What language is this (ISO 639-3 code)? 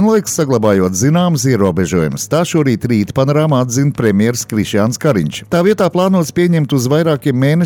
lav